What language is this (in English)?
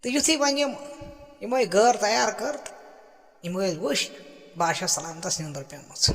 Kashmiri